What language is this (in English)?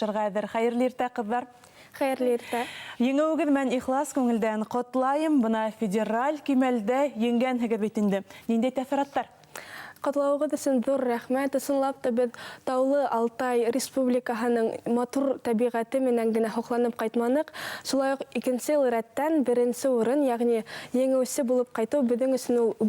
Bashkir